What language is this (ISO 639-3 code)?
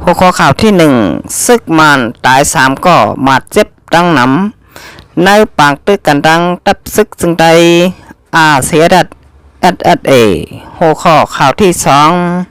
shn